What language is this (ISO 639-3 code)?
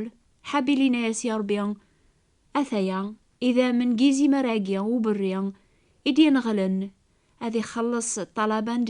kab